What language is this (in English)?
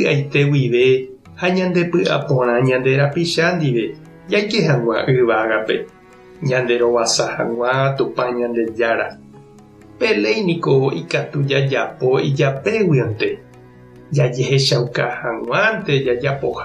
Guarani